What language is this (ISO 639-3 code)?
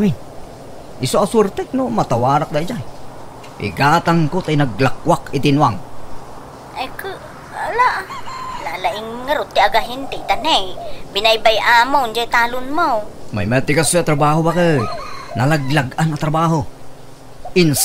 ilo